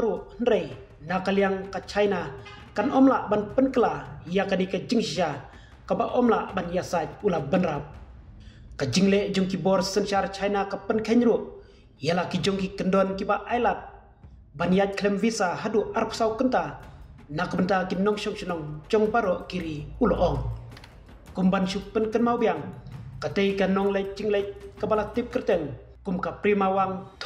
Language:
Khasi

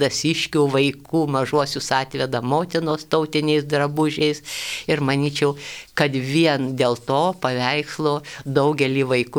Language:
Lithuanian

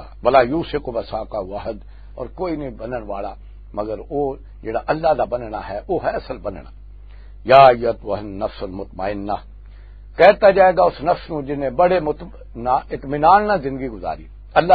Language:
Western Panjabi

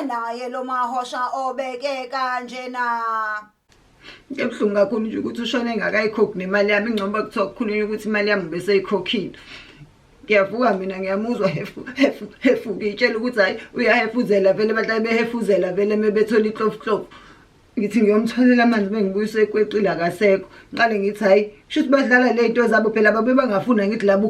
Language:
Zulu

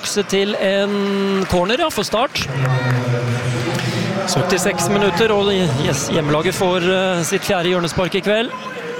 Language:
Norwegian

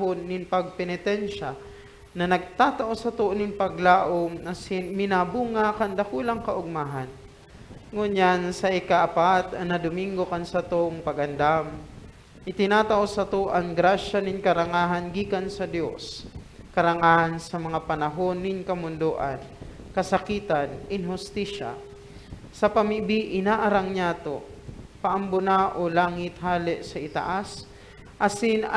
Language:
Bikol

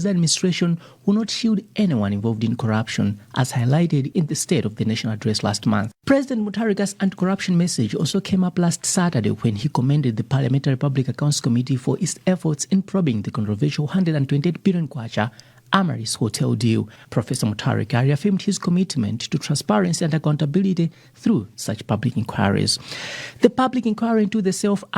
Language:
English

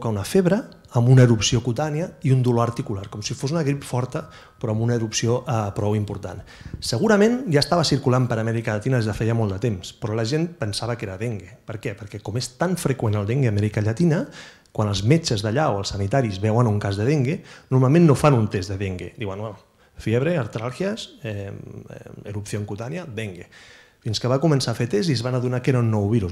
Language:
Catalan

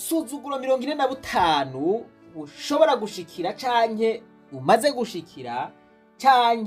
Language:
Rundi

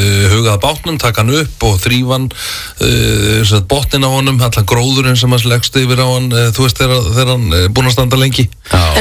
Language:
Icelandic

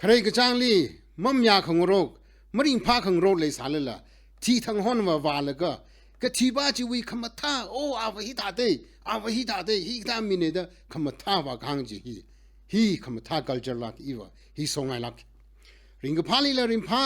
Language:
Tangkhul Naga (India)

